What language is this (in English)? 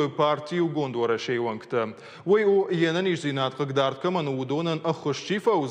Ossetic